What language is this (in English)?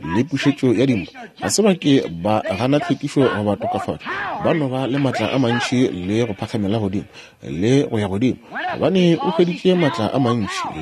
Northern Sotho